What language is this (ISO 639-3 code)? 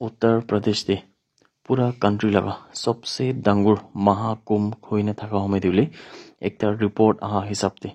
nag